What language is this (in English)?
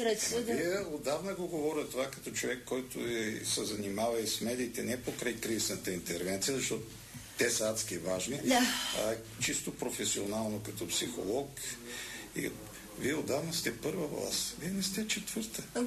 Bulgarian